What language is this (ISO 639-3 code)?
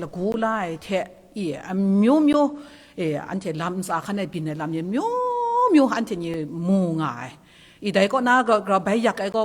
kac